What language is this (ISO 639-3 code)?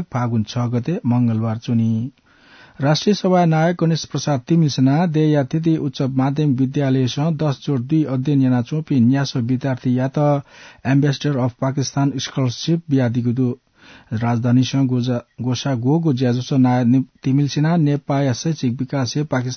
new